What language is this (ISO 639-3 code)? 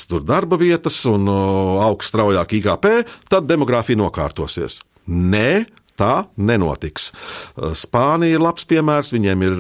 lav